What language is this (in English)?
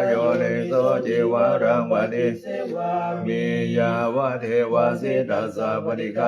Pali